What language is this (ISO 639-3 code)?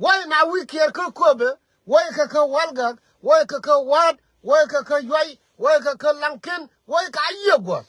nus